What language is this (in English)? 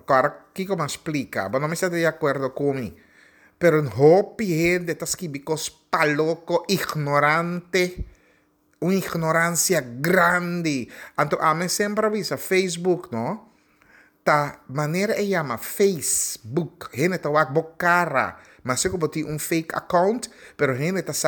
Papiamento